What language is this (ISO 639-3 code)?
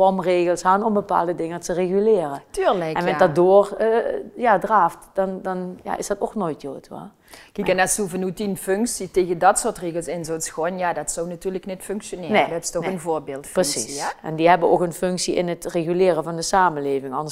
lim